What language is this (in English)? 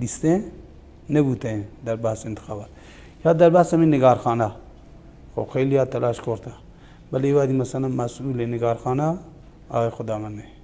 Baluchi